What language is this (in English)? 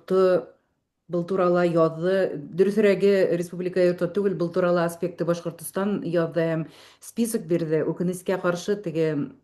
Bashkir